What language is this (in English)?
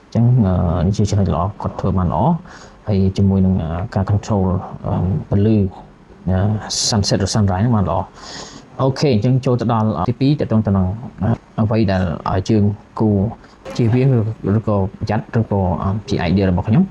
Khmer